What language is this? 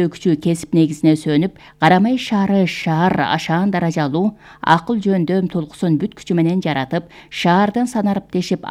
Kyrgyz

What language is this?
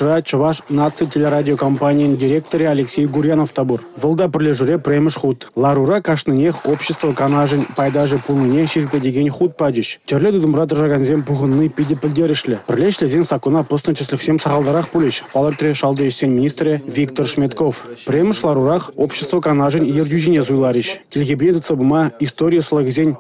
Chuvash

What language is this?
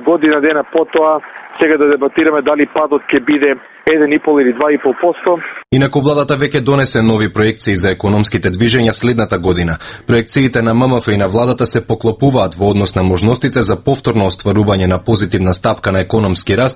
Macedonian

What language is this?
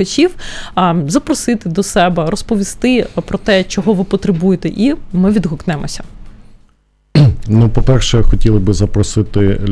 Ukrainian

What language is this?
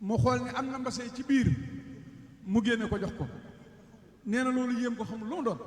Wolof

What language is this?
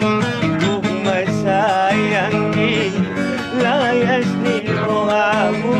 Batak Angkola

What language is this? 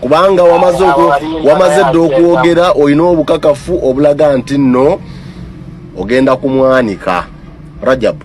Ganda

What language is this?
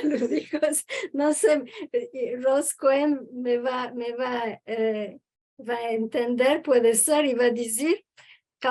Ladino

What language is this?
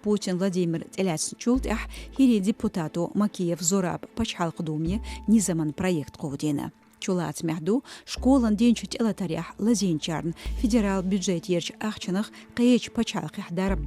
Chechen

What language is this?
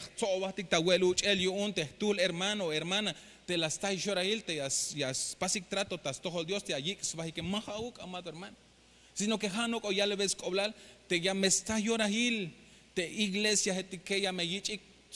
Tzeltal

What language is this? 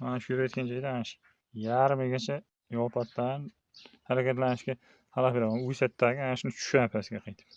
Uzbek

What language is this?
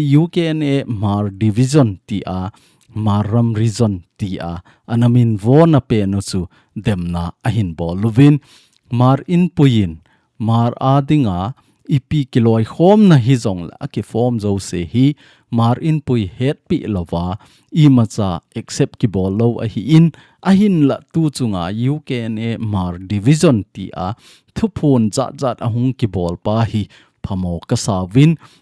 Thado Chin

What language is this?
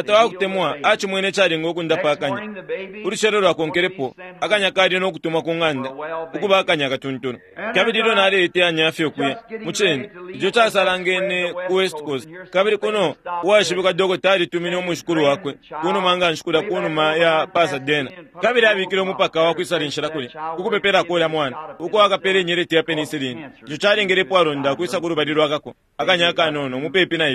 Bemba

